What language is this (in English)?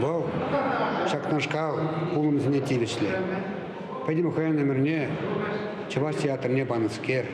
Chuvash